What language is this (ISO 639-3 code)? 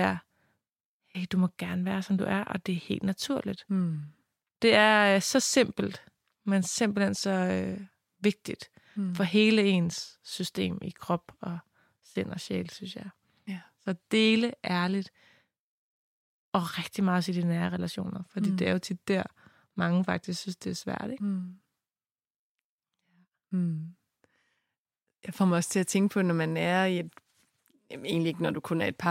dan